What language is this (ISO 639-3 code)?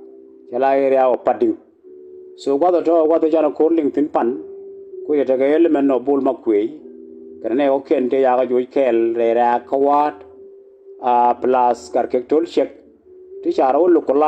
nus